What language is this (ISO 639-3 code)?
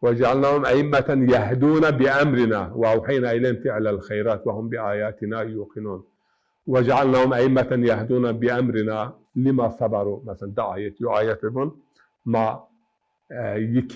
zza